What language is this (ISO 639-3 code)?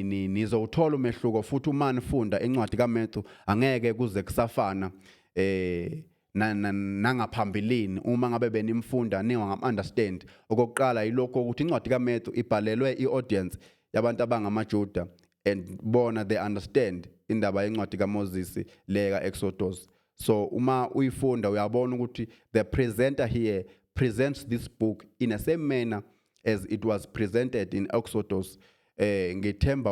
zul